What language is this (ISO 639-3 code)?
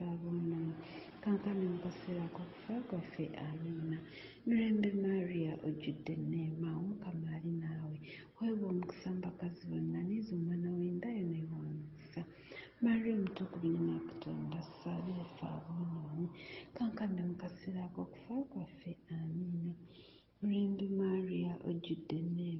lug